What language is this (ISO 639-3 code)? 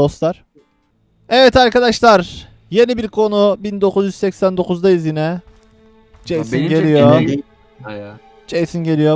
tur